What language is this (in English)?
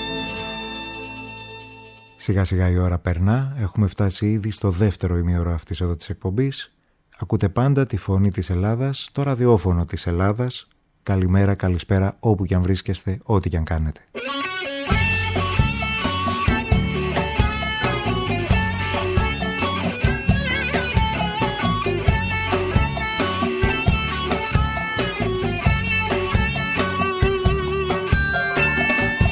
Greek